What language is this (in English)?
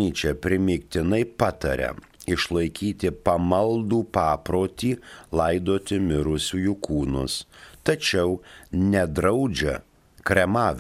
Lithuanian